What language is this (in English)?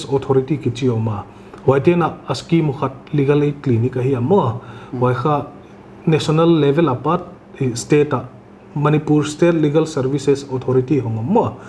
Paite Chin